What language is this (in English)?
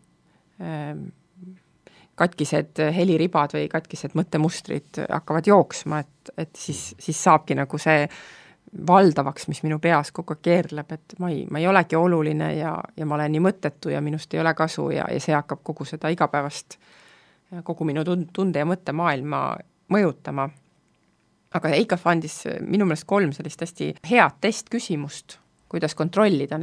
Estonian